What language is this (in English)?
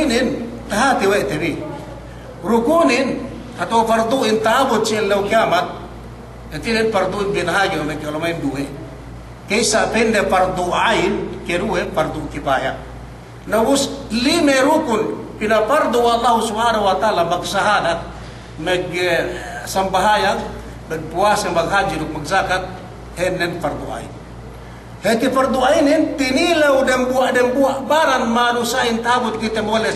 Yakan